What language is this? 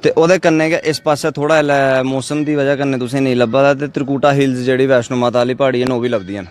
Dogri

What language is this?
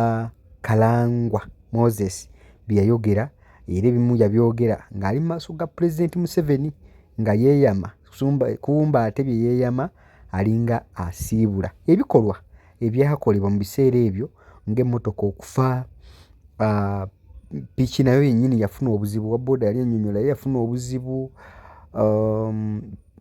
Ganda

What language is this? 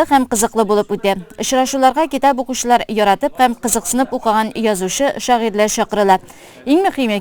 Tatar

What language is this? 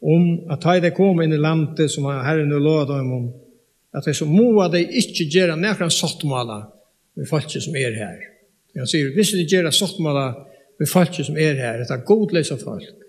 Faroese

